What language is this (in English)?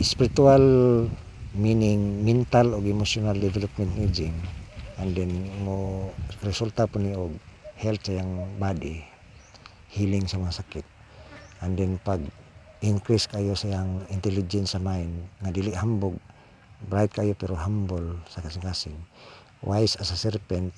Cebuano